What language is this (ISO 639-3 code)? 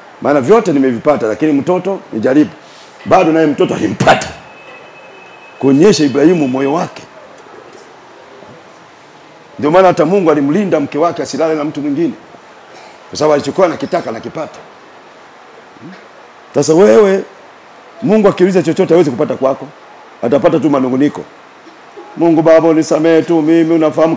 swa